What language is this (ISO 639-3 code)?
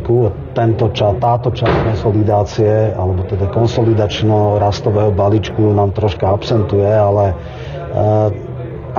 slk